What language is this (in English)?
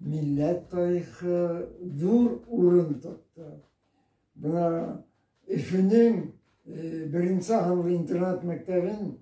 Bashkir